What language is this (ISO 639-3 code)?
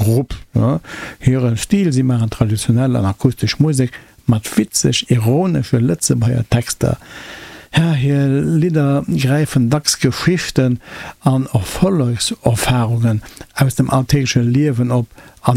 ltz